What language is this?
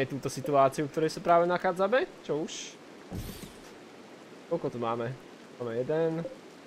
Slovak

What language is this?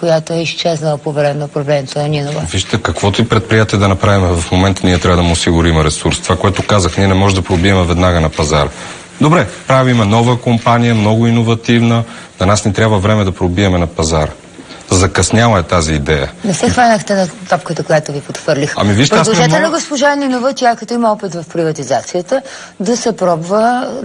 Bulgarian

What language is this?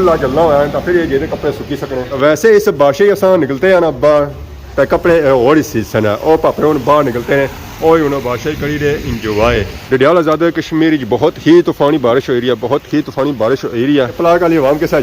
Pahari-Potwari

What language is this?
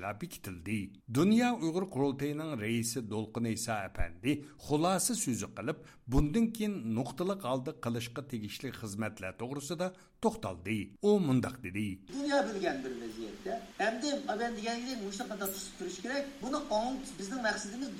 Uyghur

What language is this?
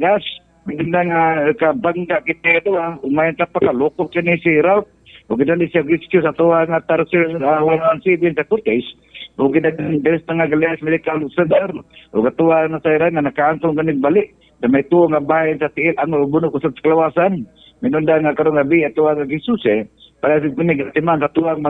Cebuano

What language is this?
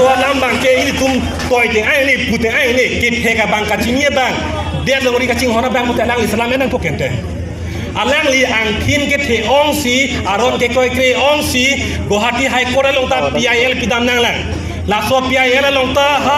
Karbi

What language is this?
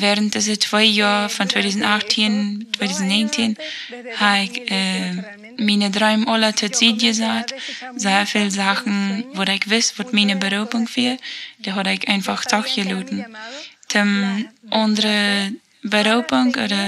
Plautdietsch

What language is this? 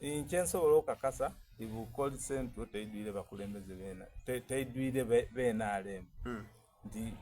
Soga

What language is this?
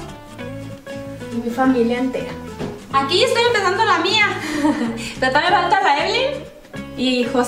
Spanish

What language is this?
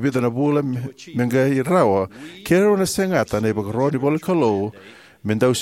Fijian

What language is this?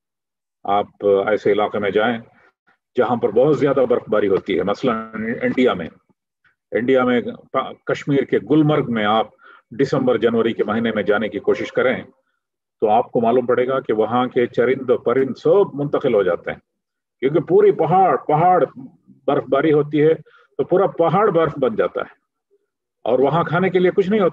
Urdu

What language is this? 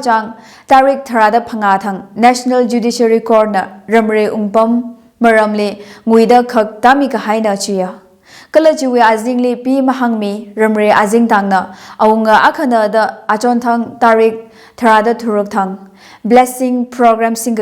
Tangkhul Naga (India)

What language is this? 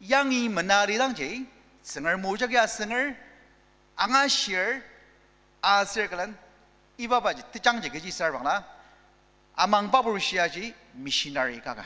Ao Naga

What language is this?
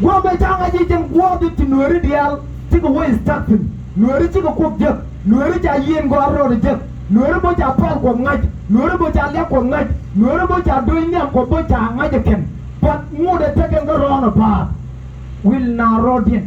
Nuer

